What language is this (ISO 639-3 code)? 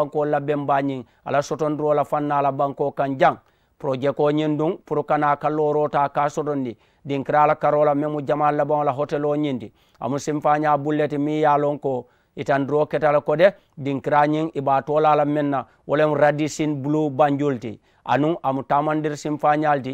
man